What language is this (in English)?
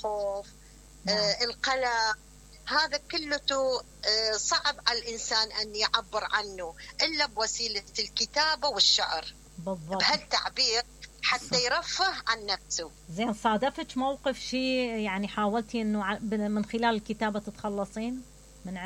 Mesopotamian Arabic